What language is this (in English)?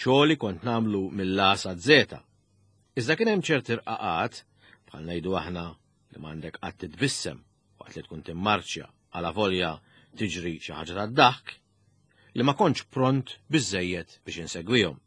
Maltese